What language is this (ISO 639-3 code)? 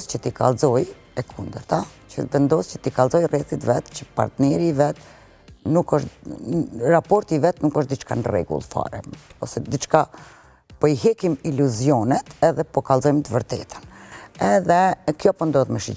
sqi